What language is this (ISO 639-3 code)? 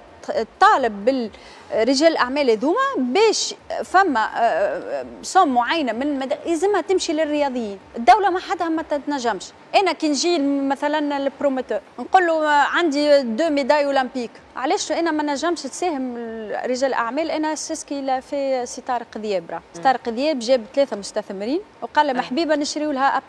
aeb